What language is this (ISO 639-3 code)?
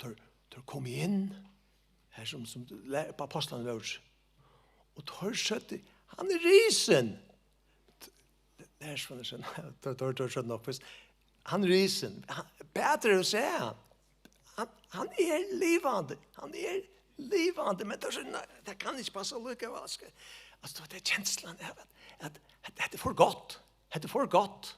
fao